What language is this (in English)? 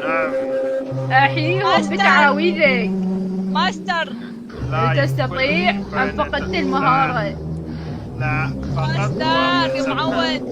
Mesopotamian Arabic